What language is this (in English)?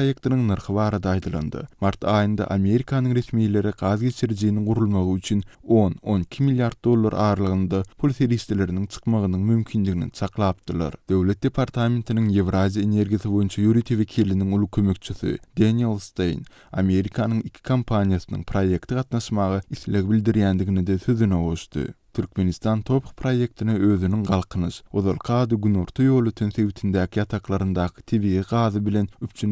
Turkmen